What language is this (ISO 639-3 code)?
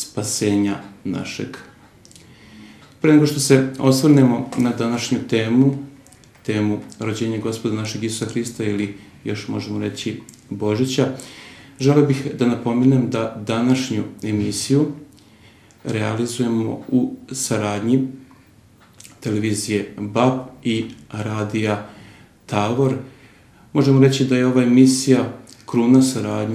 srp